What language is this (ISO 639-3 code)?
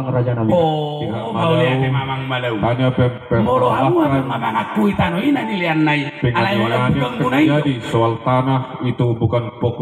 bbc